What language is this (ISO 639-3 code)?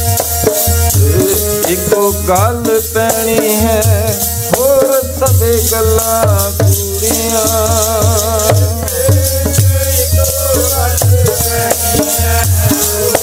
pan